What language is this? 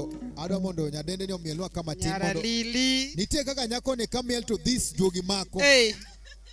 Luo (Kenya and Tanzania)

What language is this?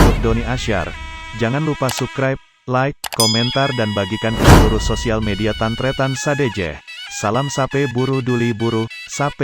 Madurese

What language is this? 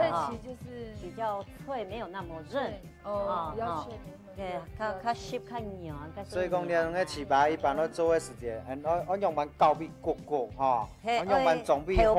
Hakka Chinese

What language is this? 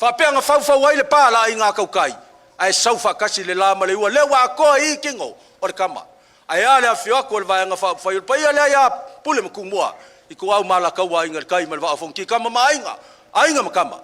Samoan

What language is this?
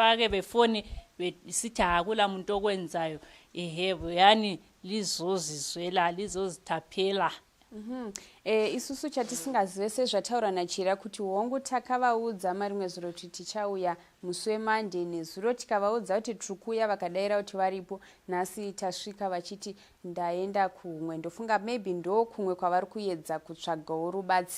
Shona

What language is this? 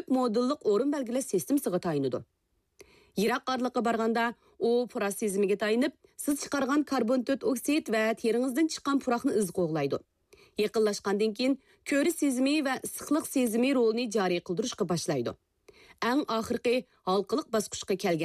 Uyghur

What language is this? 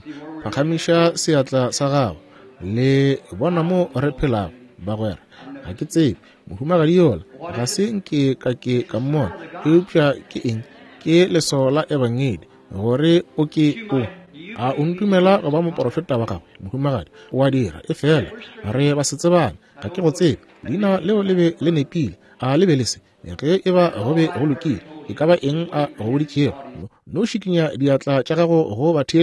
Northern Sotho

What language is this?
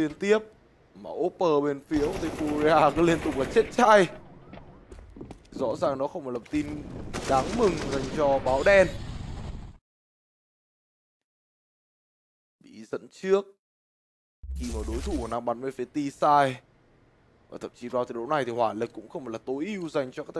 Vietnamese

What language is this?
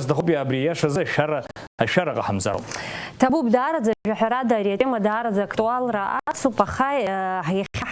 Abkhazian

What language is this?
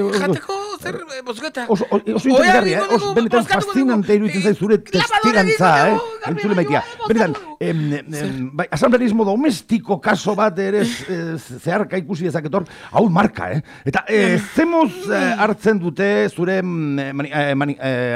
Basque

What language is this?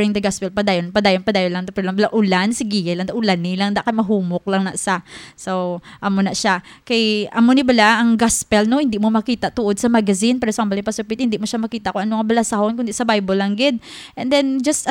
Hiligaynon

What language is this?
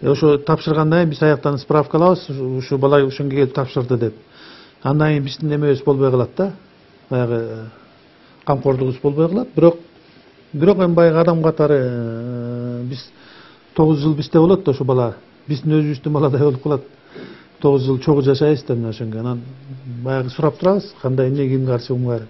Kyrgyz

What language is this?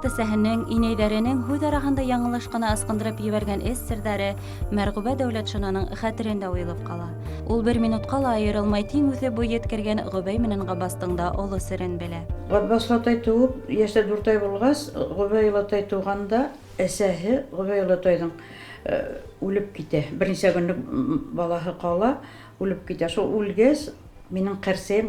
Bashkir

